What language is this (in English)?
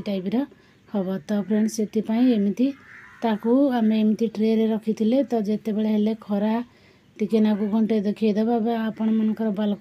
Odia